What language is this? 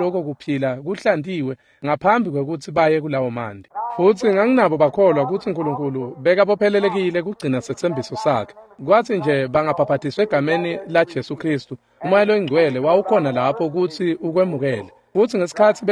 Swati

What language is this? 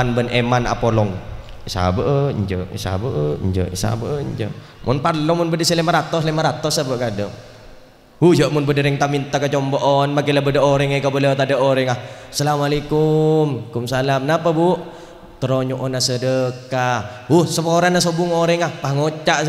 Madurese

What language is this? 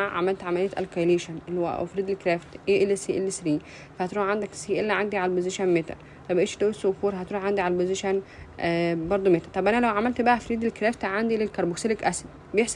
Egyptian Arabic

